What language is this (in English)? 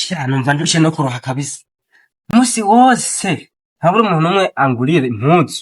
Rundi